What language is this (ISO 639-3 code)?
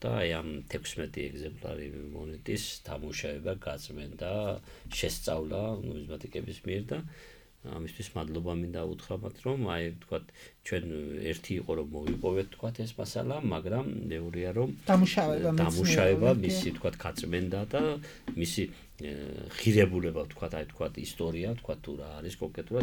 kat